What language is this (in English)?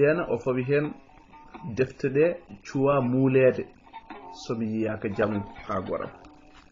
Fula